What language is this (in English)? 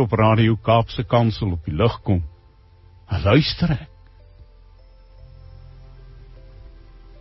Afrikaans